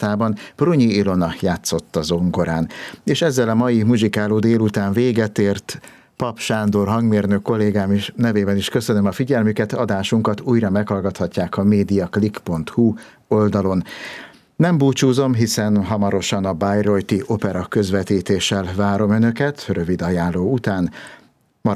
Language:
Hungarian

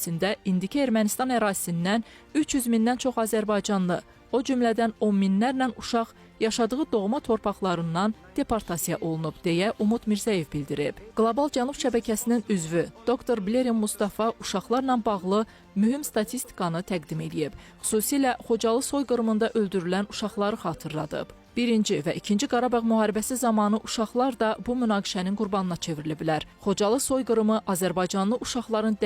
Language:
Azerbaijani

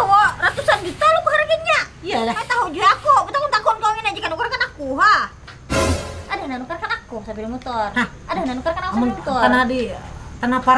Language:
Banjar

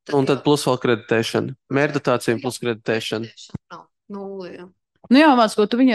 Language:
Latvian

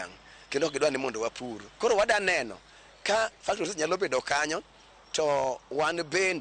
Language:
Luo (Kenya and Tanzania)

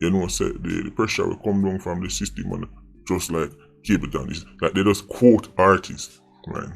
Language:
Jamaican Creole English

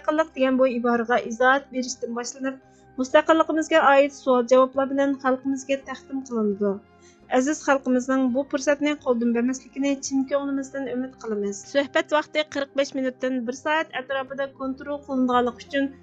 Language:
Uyghur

